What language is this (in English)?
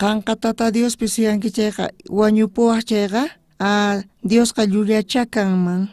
South Bolivian Quechua